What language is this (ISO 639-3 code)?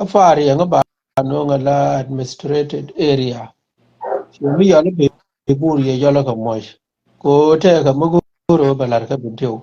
nus